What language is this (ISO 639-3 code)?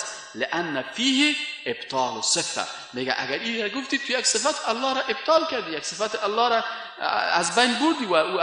fas